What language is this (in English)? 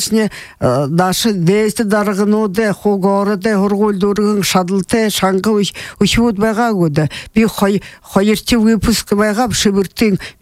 Buriat